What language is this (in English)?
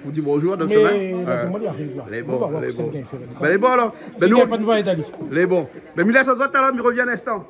Réunion Creole French